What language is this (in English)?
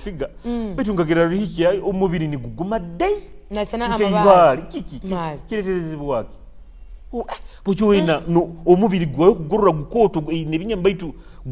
Nyoro